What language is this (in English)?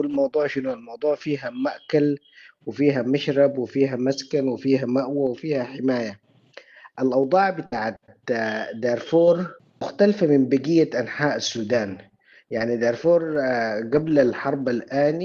Sudanese Arabic